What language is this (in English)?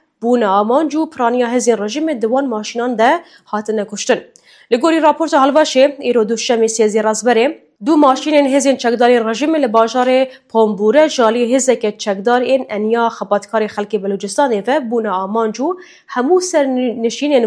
Kurdish